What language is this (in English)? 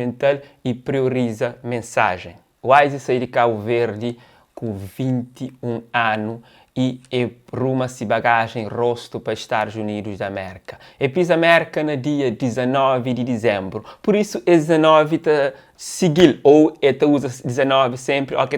Kabuverdianu